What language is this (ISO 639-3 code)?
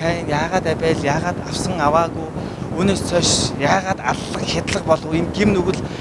mon